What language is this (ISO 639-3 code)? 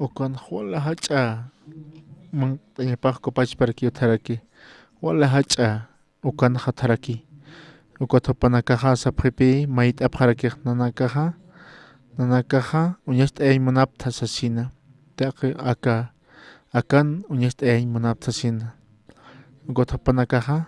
aym